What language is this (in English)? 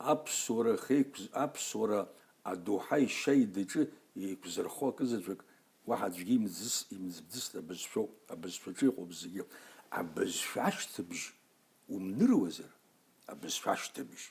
Abkhazian